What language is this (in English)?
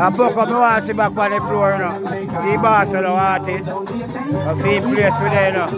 Jamaican Creole English